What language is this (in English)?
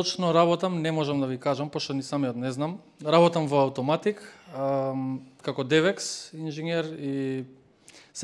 Macedonian